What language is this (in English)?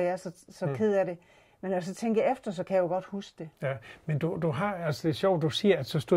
Danish